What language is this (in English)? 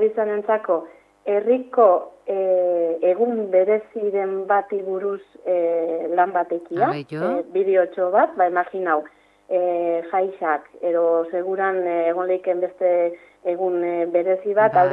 Basque